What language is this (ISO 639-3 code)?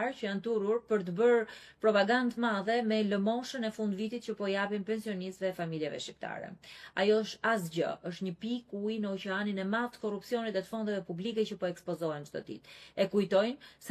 sqi